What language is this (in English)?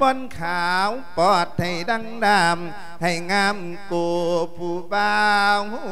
Lao